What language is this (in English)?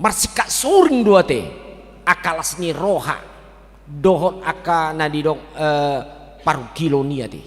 Batak Toba